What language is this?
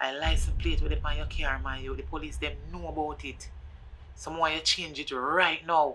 Jamaican Creole English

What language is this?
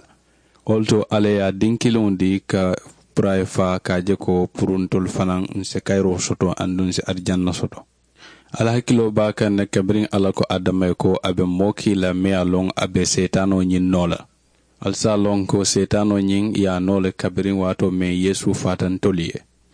Mandingo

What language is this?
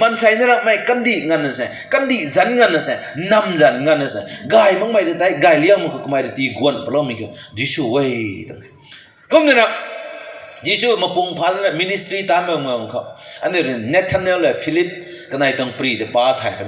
Rongmei Naga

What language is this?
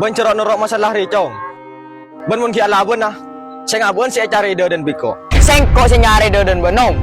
Madurese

